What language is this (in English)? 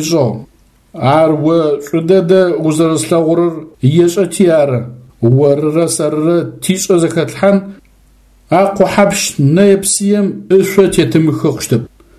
Adyghe